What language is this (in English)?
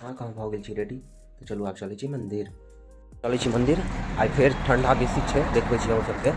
Maithili